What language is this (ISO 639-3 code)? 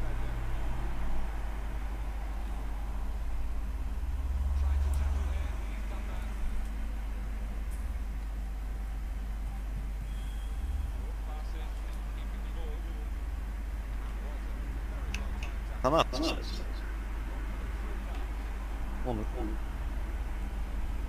tur